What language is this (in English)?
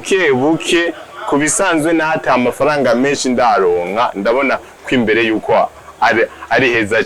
Rundi